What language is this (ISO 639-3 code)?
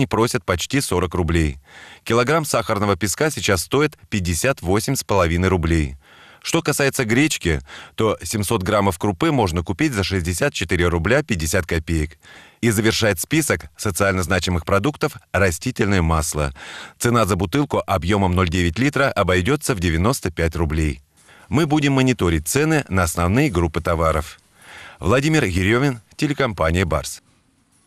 rus